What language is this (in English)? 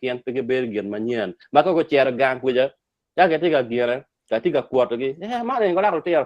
Acoli